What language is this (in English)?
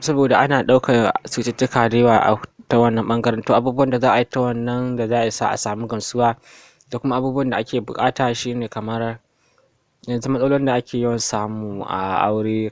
Hausa